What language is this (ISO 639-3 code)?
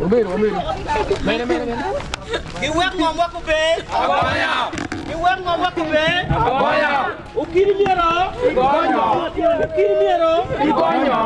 ach